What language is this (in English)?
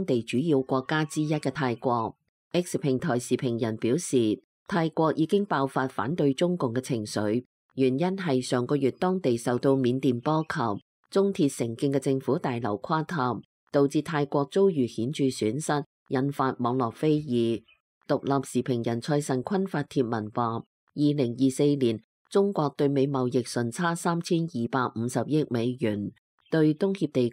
Cantonese